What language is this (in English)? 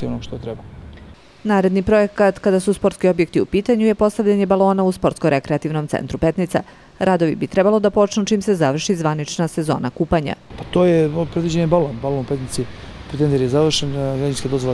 Serbian